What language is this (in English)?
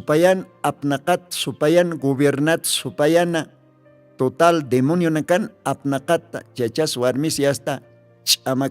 Aymara